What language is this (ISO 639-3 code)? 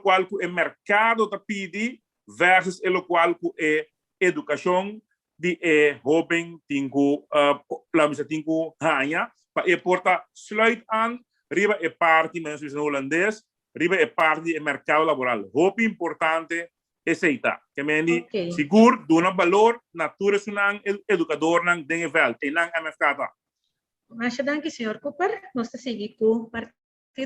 pap